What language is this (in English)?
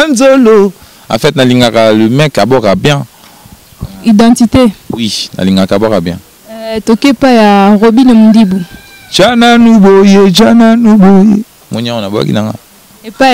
Lingala